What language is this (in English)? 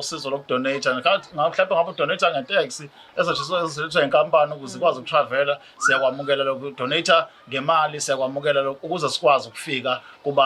Zulu